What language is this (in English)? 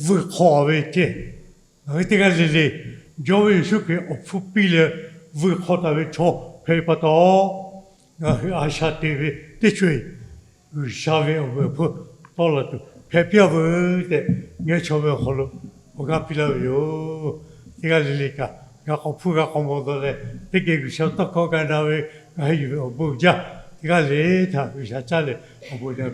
Lahu